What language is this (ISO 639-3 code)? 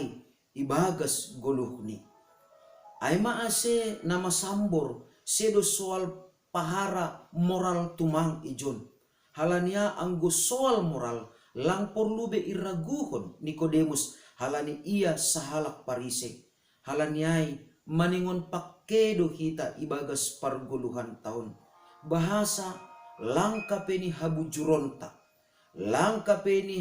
bts